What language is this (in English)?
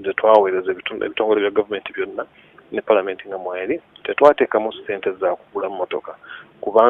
Ganda